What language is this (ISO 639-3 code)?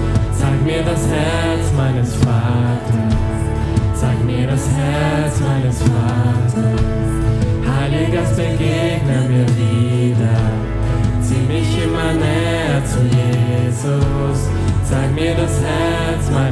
gsw